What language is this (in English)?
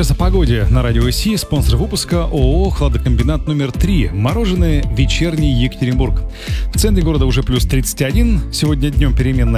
Russian